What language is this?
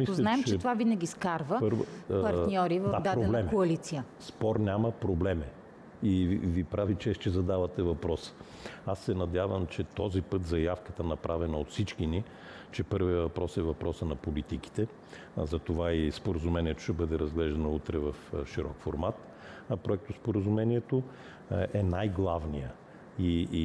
Bulgarian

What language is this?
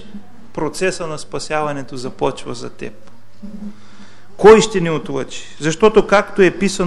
Bulgarian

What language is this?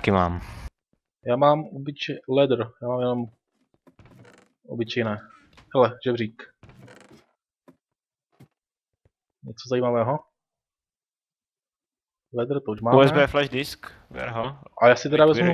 Czech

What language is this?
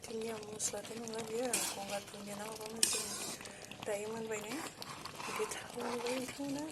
Bodo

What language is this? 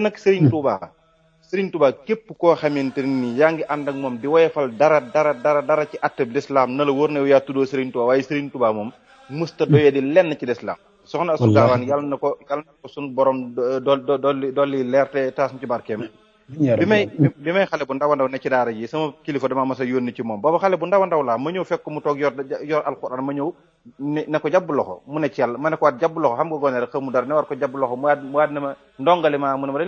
Wolof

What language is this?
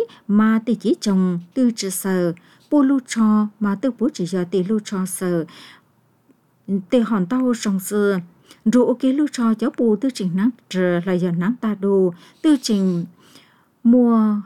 Vietnamese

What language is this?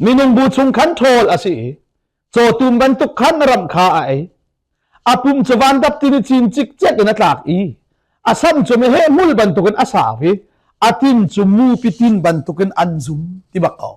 Hakha Chin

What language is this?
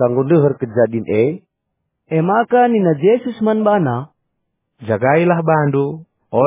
Batak Karo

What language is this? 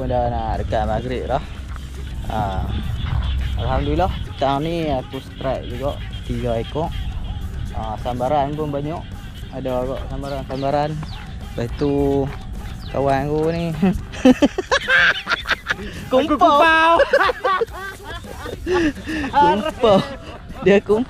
Malay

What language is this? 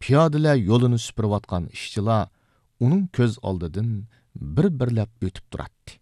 Uyghur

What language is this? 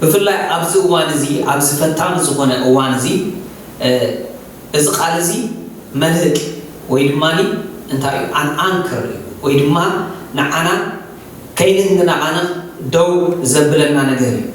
Tigrinya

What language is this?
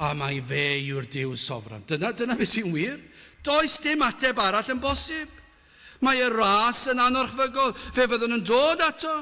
Welsh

